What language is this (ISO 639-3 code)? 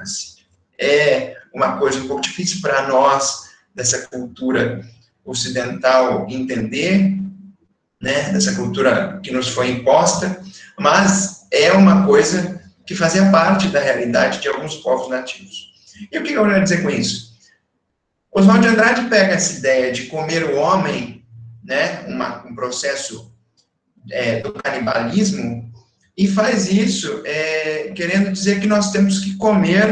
por